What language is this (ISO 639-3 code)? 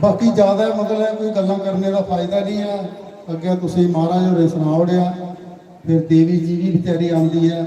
doi